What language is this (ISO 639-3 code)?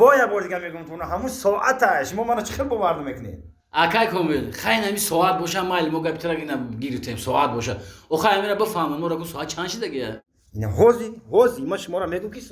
tgk